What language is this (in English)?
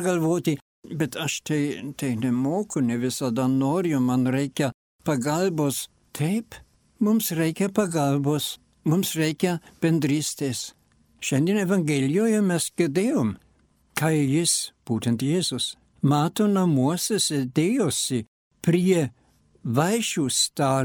Lithuanian